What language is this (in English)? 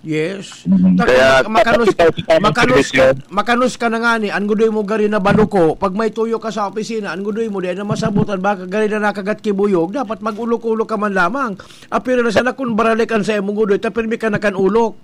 Bikol